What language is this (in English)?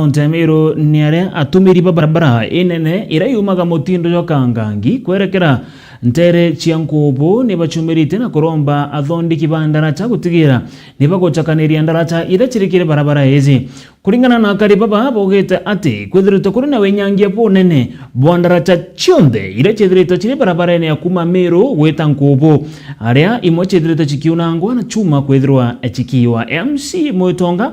Meru